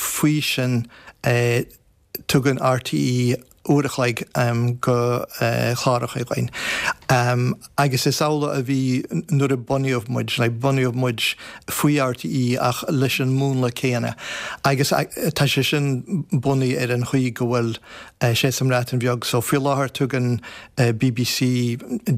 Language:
Irish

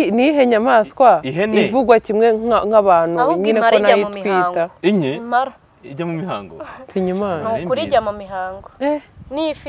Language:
Kinyarwanda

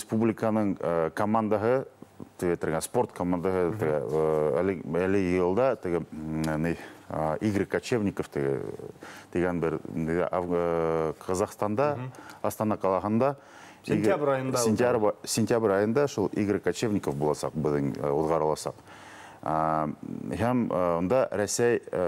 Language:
Bashkir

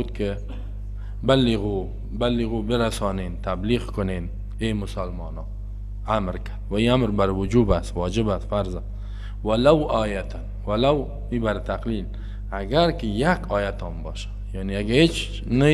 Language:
Persian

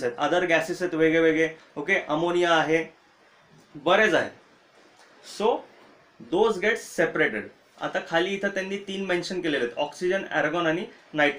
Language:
Marathi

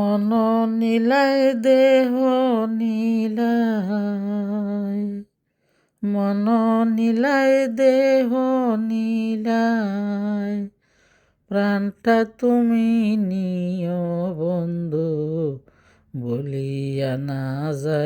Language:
Sylheti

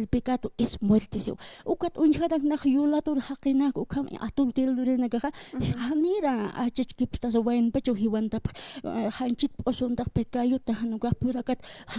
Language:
Aymara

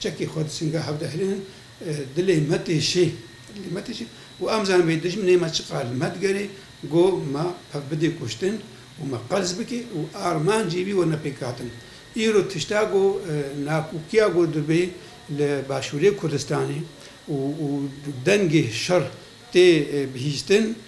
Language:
Kurdish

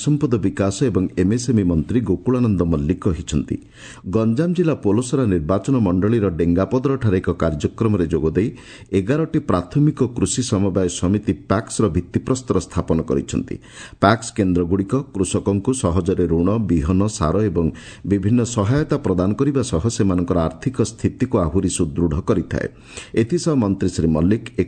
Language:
Odia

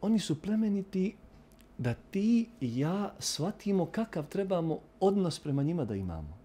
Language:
Bosnian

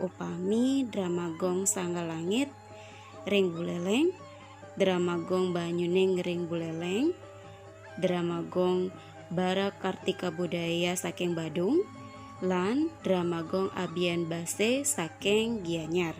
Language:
Balinese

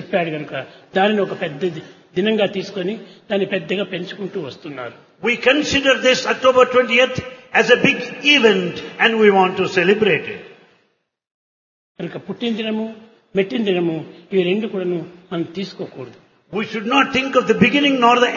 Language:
Telugu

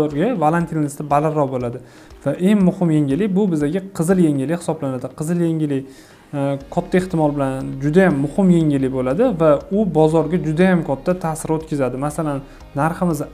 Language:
Uzbek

